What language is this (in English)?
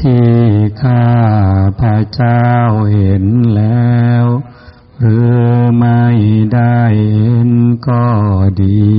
Northeastern Thai